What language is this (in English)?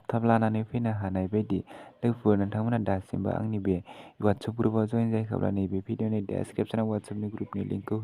Bodo